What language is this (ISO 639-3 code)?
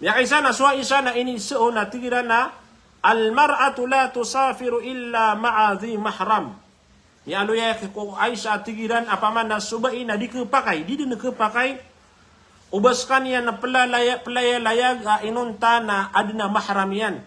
mrw